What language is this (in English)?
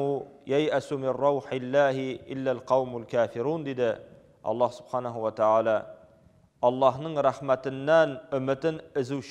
Tatar